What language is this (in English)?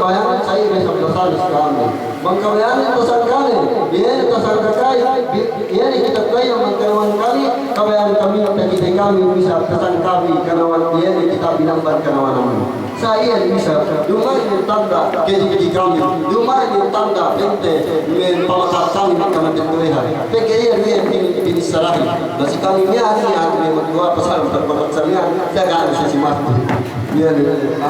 Yakan